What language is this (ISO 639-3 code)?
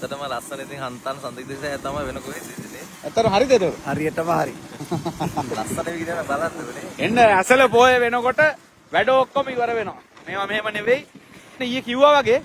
sin